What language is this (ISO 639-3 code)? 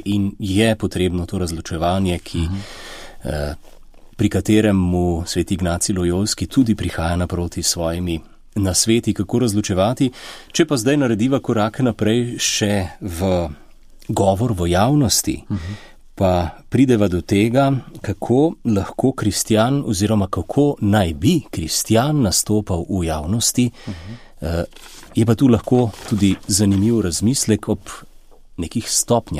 slv